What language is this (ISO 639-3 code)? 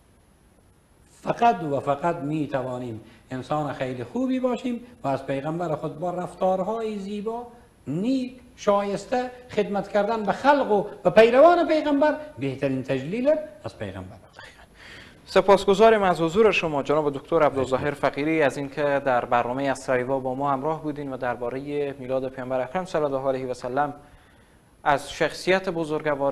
fas